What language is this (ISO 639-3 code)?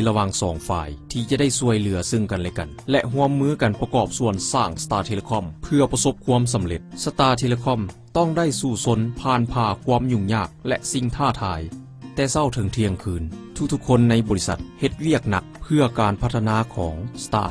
lao